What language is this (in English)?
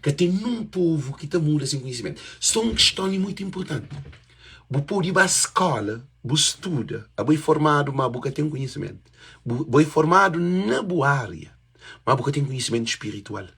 Kabuverdianu